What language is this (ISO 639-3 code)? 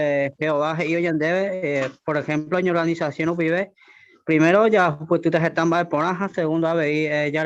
grn